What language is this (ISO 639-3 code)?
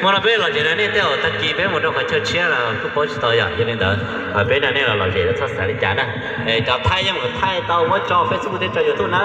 hmn